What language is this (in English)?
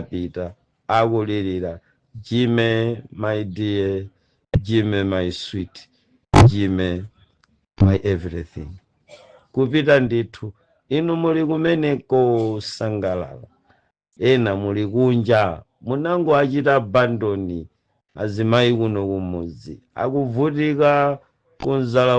Nyanja